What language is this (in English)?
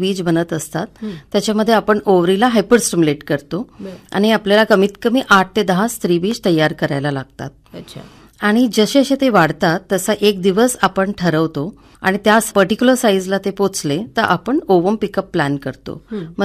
Marathi